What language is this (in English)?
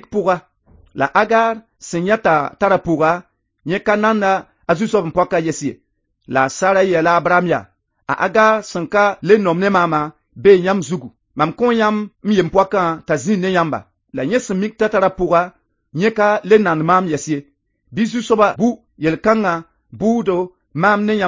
Mossi